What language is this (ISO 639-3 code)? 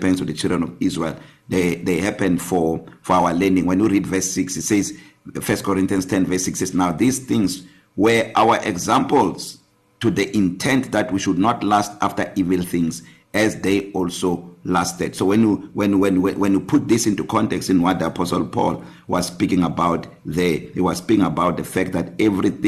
eng